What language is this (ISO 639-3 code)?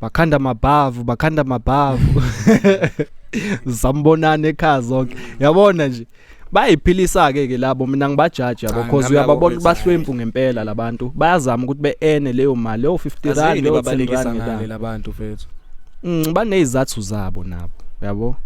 zul